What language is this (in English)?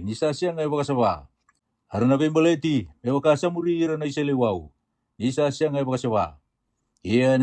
Fijian